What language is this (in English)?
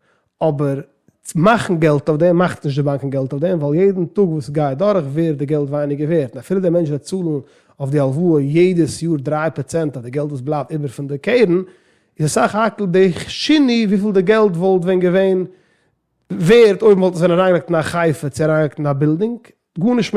Yiddish